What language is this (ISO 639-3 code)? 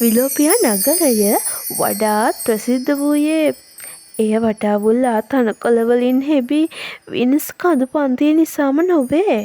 sin